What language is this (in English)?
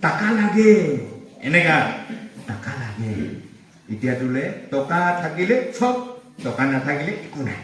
Naga Pidgin